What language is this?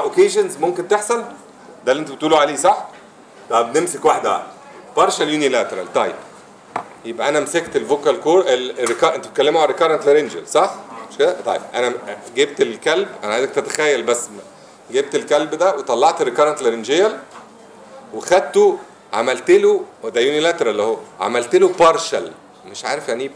Egyptian Arabic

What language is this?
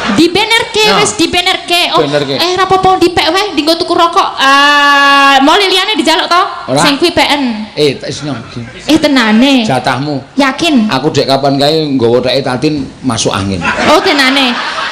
Javanese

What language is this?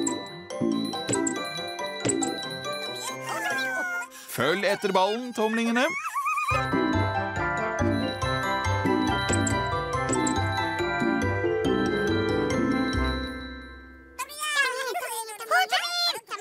Norwegian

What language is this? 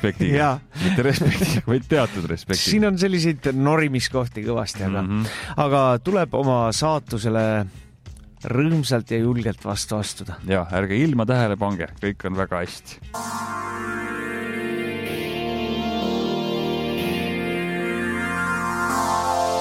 Estonian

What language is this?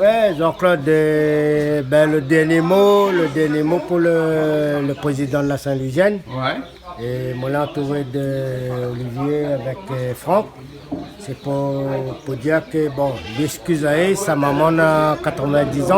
Réunion Creole French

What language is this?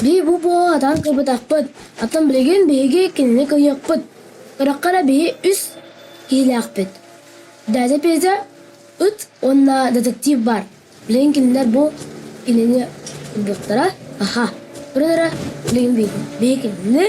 Yakut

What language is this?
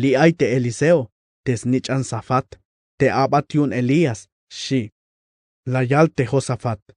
Tzeltal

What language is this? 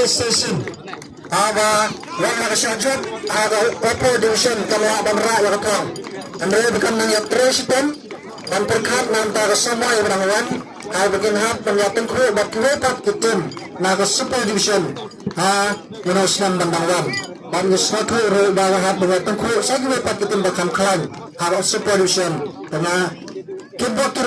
Khasi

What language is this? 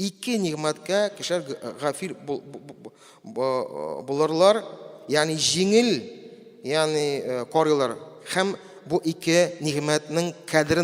Tatar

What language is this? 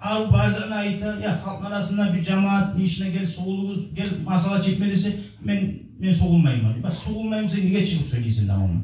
Kumyk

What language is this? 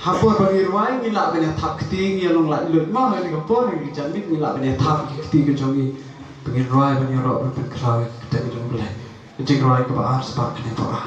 Khasi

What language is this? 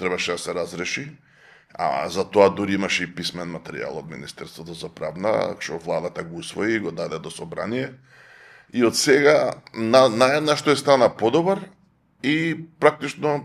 Macedonian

